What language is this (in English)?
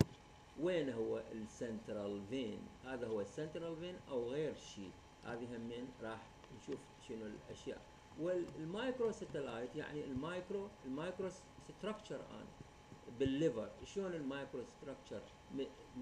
Mesopotamian Arabic